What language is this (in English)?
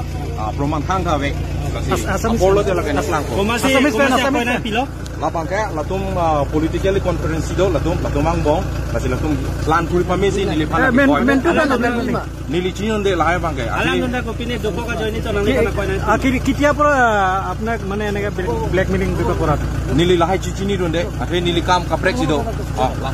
Karbi